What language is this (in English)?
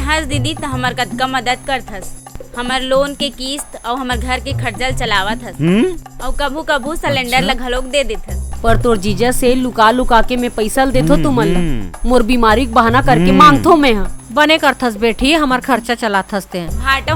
Chhattisgarhi